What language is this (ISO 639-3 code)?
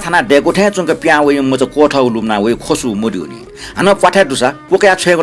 new